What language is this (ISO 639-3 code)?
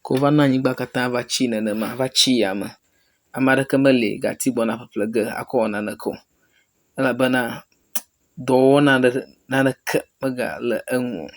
ewe